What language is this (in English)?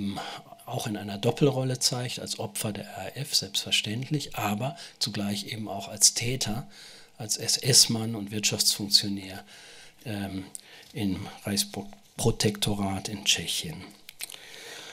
German